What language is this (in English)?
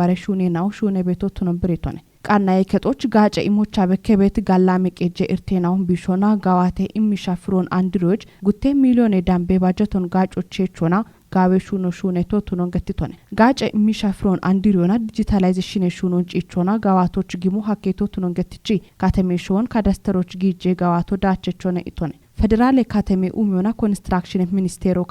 Kafa